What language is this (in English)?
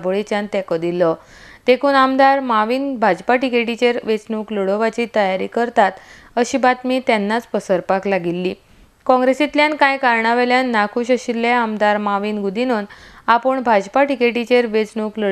Konkani